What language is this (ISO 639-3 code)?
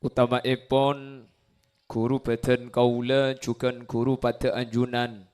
mad